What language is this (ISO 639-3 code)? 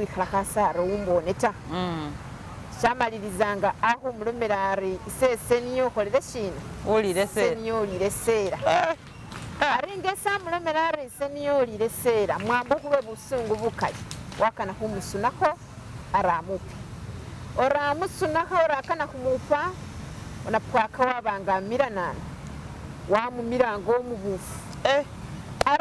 myx